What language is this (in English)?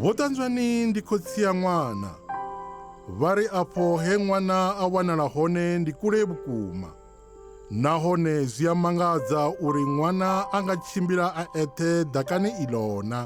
Venda